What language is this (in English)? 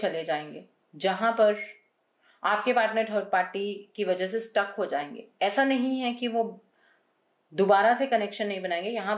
Hindi